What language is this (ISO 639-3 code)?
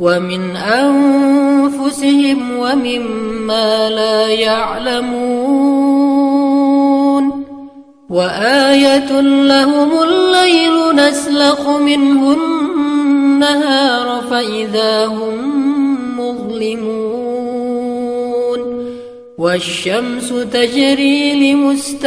ara